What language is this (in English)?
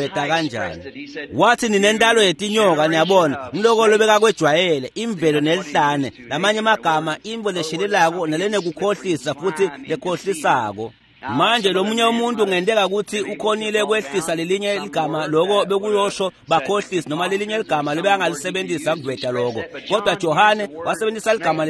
Swati